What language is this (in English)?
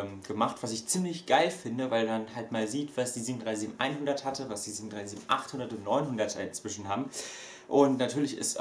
German